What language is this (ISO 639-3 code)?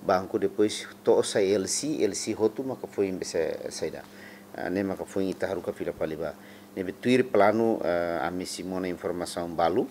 tet